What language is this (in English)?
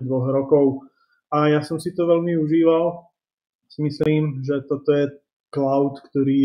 Slovak